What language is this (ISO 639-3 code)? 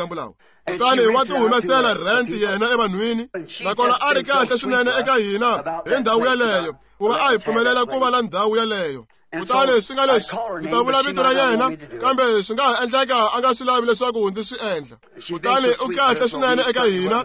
tso